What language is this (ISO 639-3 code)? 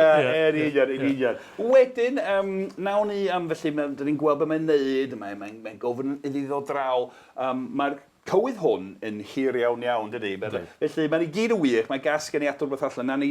cym